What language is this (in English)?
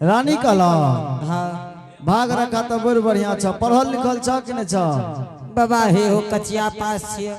Angika